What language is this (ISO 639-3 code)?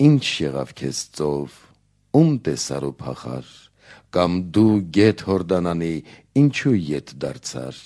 hye